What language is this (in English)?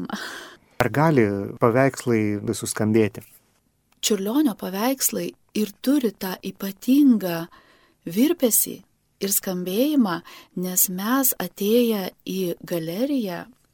Lithuanian